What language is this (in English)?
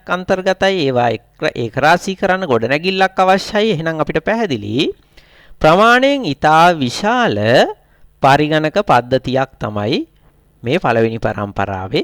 Sinhala